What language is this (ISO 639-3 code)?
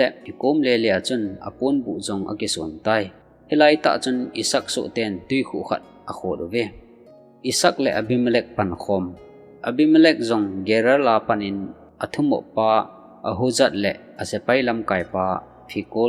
tcz